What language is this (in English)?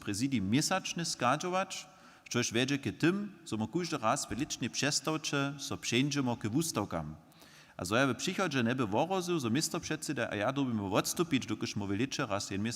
Upper Sorbian